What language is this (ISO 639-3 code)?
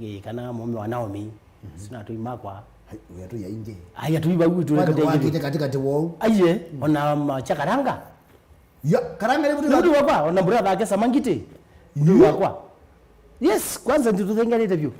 kam